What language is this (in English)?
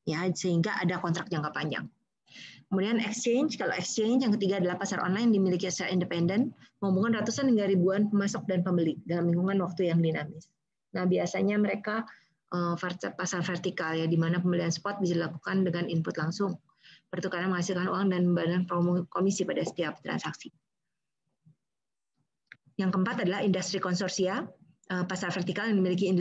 Indonesian